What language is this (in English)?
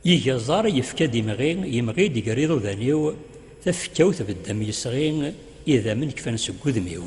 Kabyle